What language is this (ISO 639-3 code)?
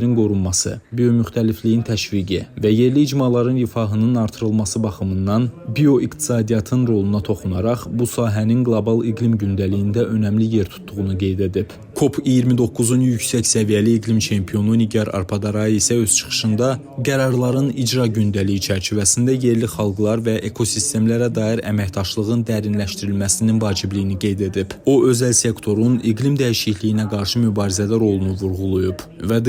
aze